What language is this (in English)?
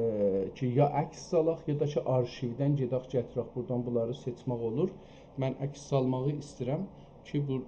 South Azerbaijani